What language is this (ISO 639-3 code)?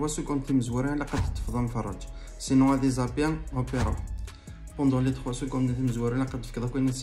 kab